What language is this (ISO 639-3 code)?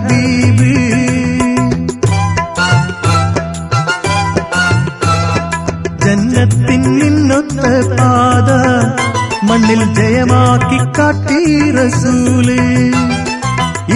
mal